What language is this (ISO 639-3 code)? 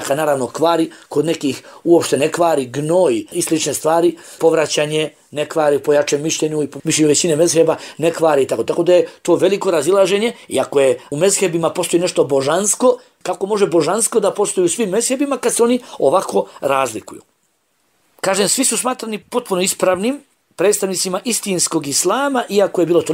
bos